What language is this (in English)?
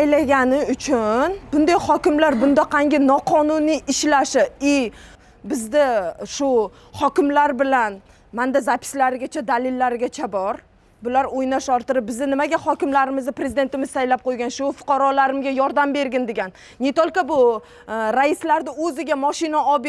Uzbek